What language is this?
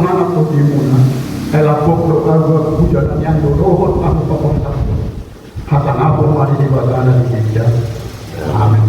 Batak Toba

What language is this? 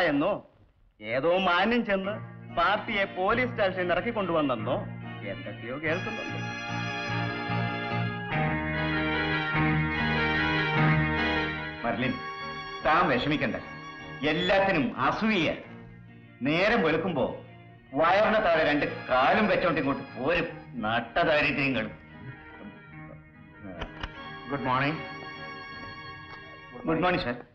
Malayalam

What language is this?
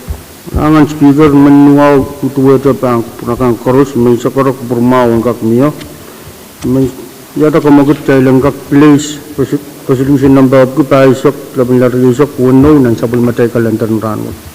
Pohnpeian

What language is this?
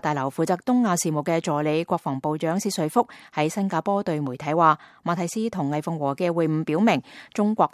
Cantonese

